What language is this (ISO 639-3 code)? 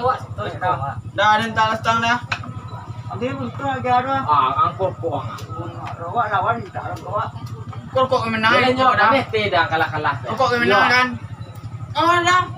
min